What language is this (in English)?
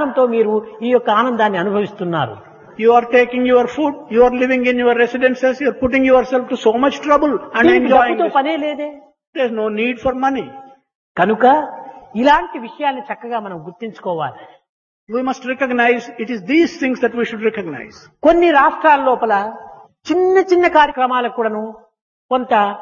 Telugu